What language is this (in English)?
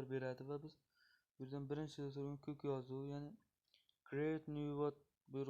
Uzbek